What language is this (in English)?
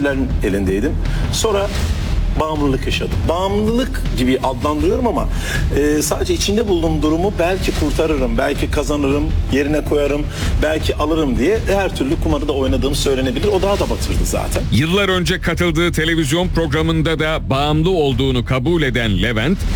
Turkish